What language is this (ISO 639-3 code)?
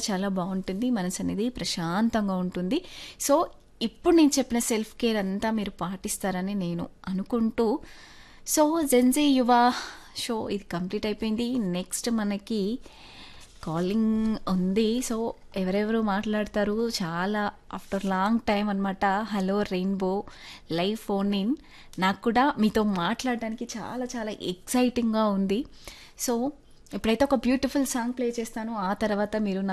tel